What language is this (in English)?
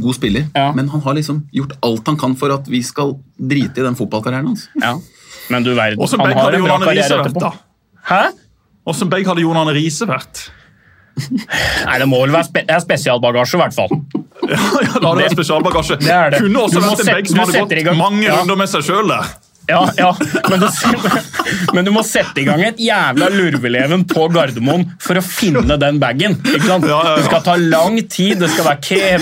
Norwegian